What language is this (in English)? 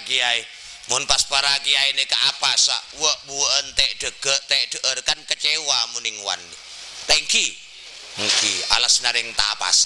Madurese